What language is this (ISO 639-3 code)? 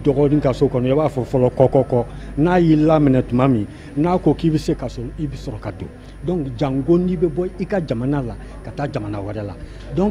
bam